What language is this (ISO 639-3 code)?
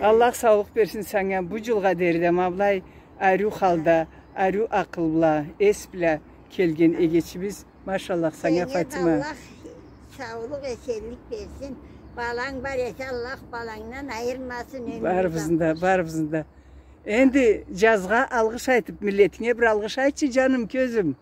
krc